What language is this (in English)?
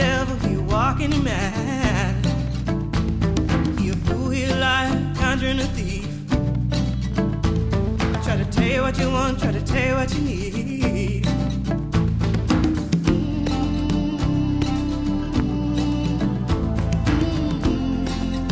Basque